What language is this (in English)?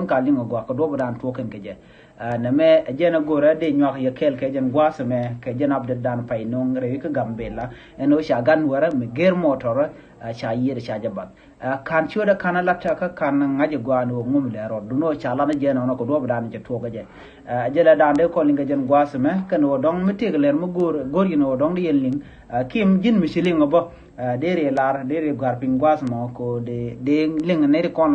Nuer